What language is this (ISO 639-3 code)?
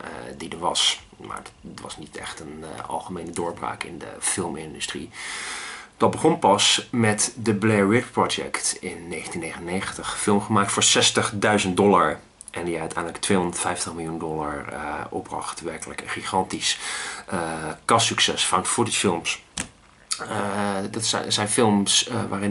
nld